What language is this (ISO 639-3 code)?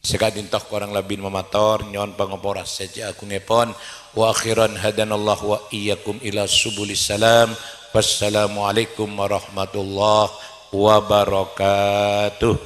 mad